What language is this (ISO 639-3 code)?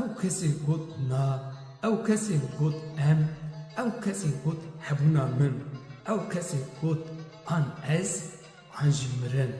kur